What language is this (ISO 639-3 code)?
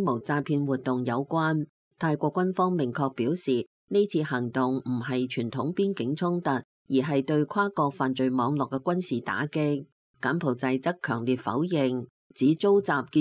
yue